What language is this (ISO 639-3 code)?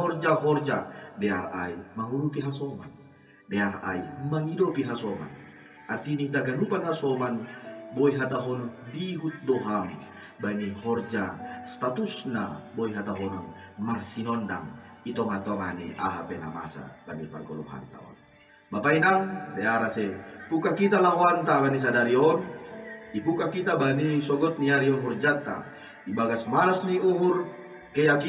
bts